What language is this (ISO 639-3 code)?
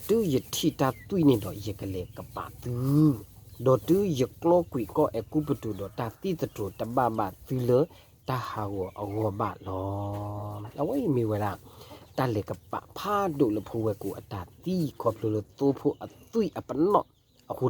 ksw